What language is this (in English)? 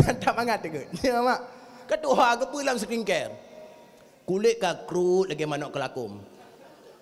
Achinese